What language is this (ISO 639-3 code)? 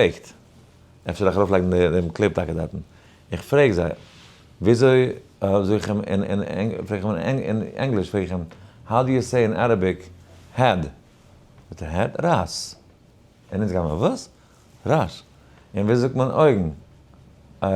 yid